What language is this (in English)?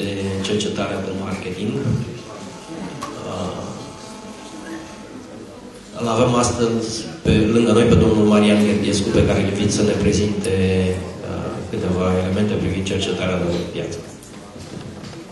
Romanian